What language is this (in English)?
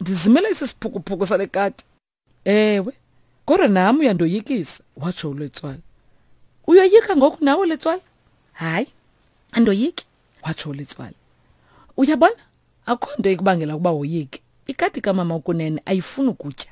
Xhosa